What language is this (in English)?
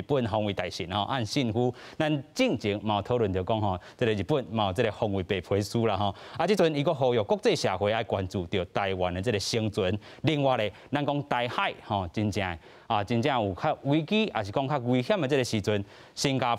Min Nan Chinese